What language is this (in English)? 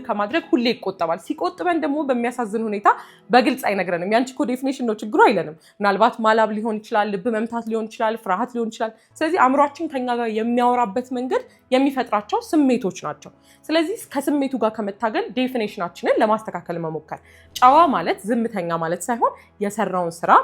Amharic